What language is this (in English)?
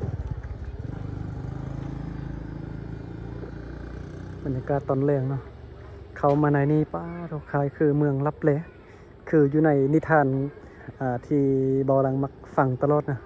Lao